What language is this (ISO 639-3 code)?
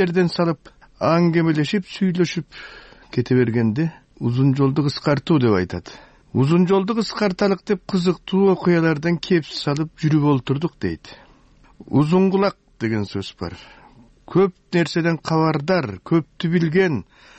kir